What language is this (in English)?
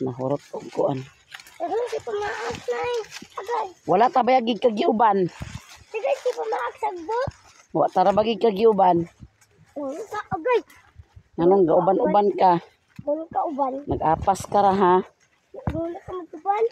Cebuano